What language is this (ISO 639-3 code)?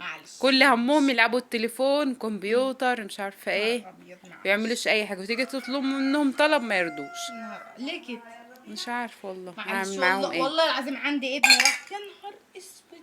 arz